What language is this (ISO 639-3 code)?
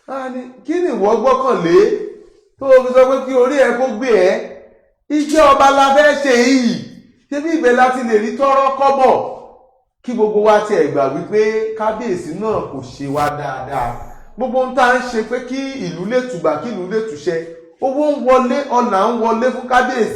yor